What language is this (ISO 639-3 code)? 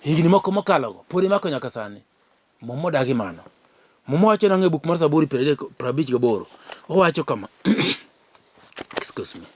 luo